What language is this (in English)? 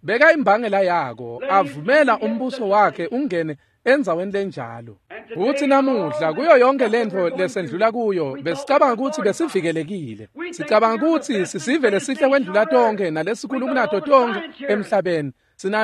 Swati